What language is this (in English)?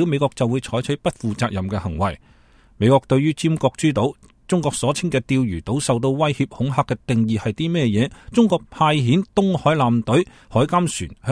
Cantonese